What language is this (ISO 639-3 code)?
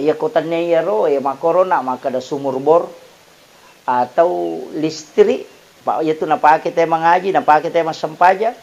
bug